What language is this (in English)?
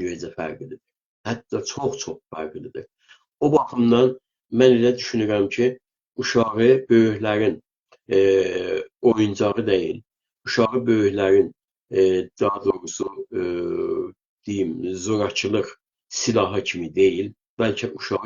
South Azerbaijani